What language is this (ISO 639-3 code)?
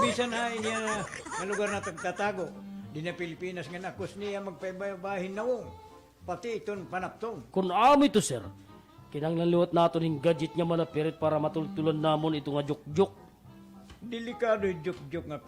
war